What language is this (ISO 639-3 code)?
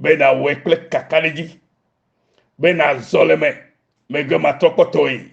ewe